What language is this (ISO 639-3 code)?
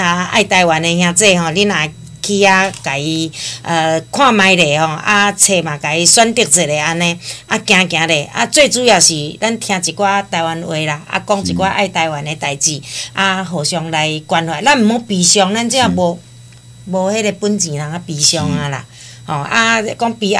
nan